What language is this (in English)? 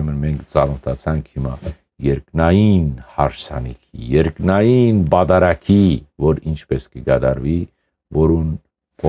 Western Armenian